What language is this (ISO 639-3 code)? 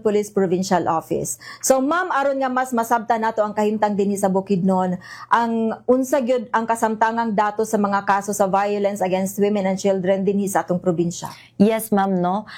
ceb